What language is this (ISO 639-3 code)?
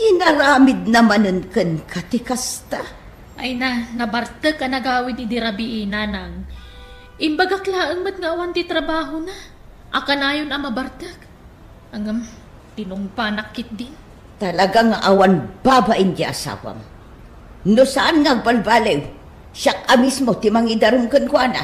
ilo